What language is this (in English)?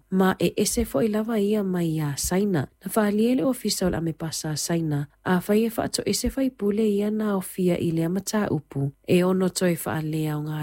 Samoan